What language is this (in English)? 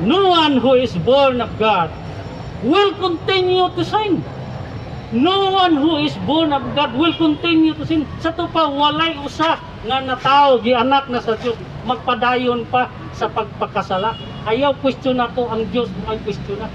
Cebuano